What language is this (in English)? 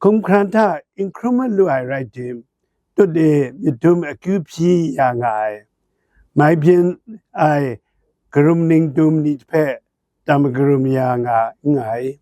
Kachin